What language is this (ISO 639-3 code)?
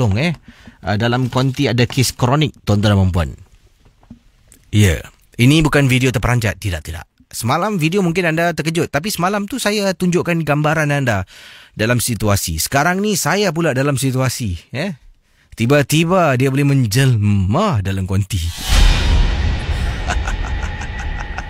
msa